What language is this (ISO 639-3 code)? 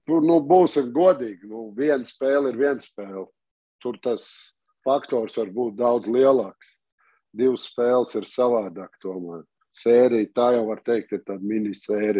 lav